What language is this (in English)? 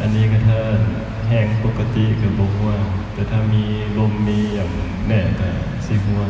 Lao